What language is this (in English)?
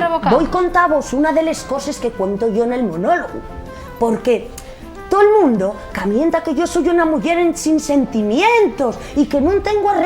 Asturian